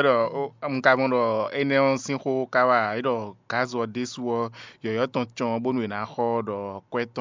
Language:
Fon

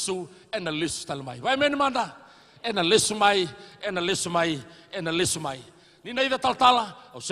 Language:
Fijian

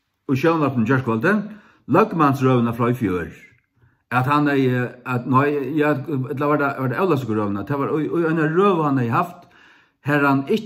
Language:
Faroese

